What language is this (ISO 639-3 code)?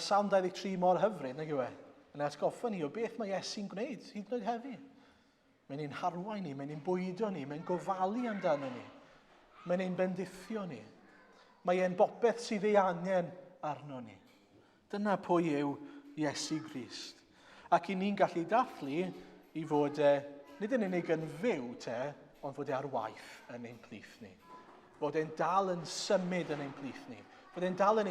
cym